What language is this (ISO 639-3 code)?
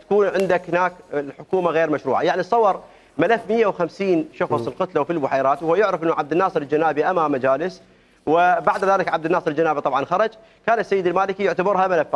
acm